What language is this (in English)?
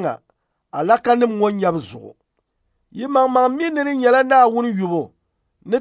Dagbani